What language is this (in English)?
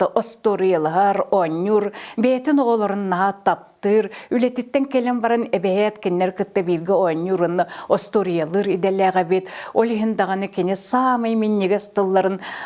Yakut